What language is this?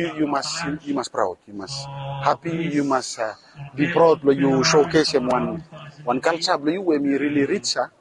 Bislama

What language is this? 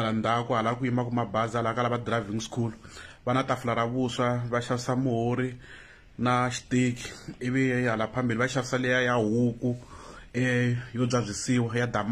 Tsonga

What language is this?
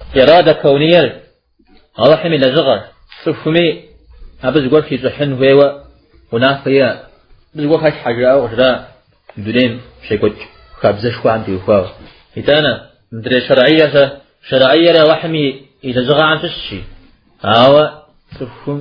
Kabardian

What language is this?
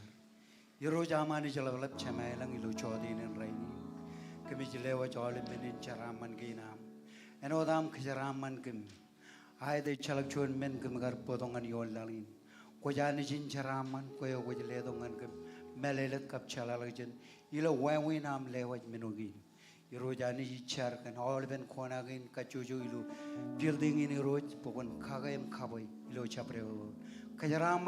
Marshallese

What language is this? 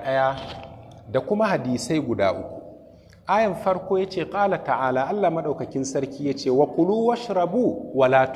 Hausa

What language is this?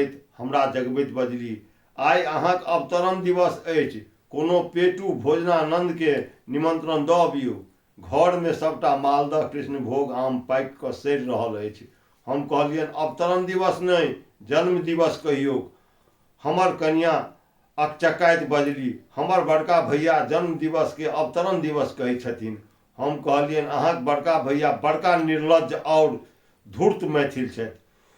Maithili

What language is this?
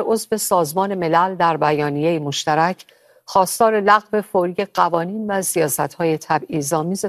Persian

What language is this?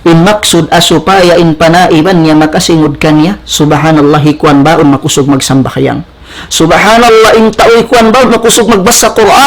Tausug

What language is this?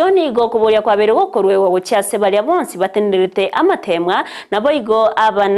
Gusii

